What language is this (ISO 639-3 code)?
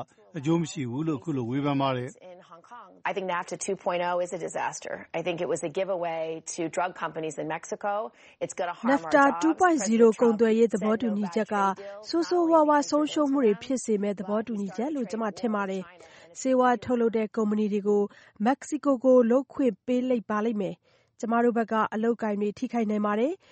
mya